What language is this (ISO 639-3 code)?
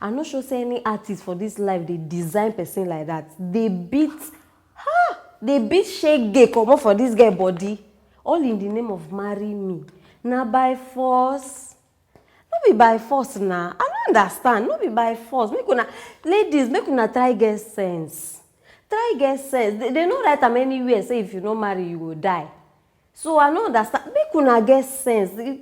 pcm